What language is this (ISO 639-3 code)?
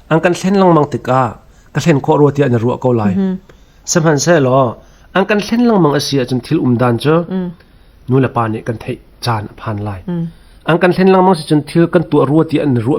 cnh